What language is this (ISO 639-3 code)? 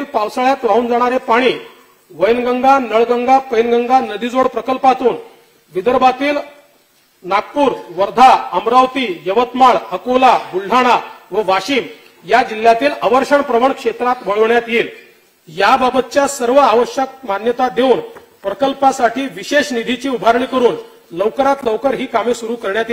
mar